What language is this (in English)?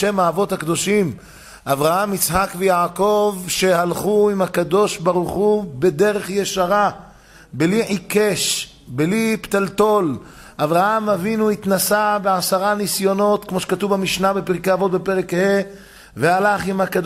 Hebrew